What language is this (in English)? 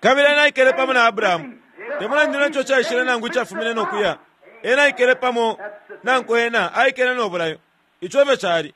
Bemba